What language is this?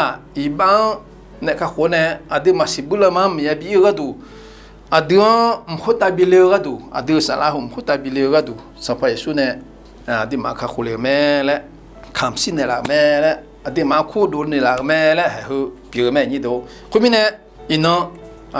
Akha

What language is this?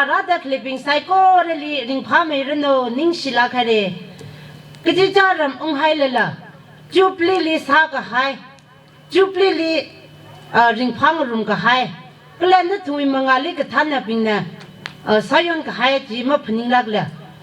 Tangkhul Naga (India)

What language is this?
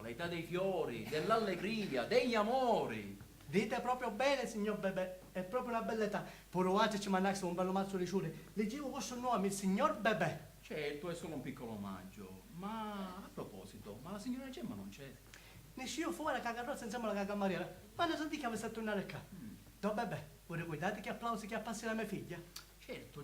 Sicilian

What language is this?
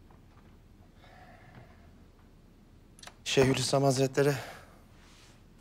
Turkish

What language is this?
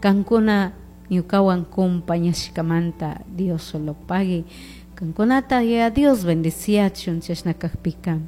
Chimborazo Highland Quichua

